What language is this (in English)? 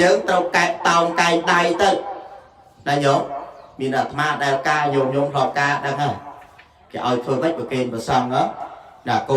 Khmer